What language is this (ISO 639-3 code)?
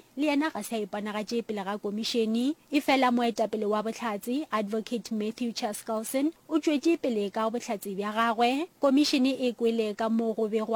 nso